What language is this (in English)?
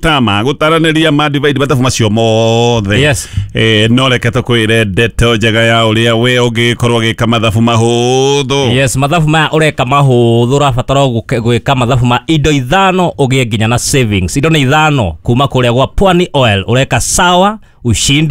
Kikuyu